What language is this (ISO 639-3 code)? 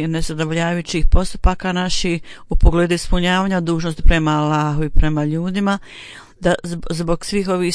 bos